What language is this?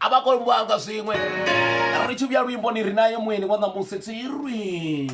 Venda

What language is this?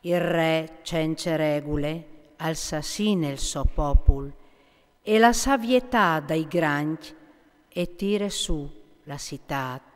Friulian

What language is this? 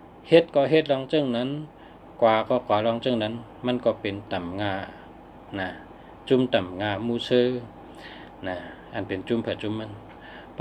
Shan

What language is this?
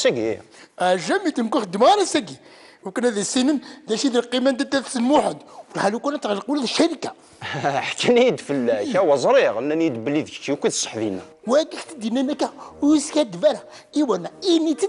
Kabyle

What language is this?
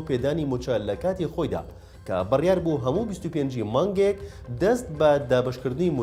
Central Kurdish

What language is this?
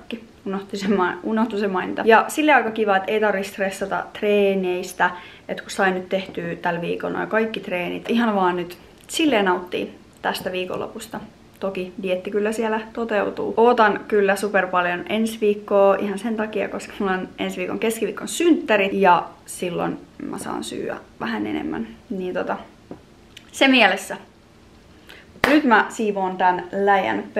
Finnish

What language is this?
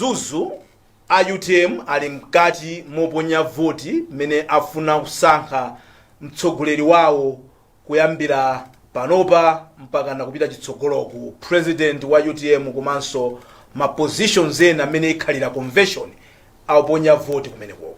Nyanja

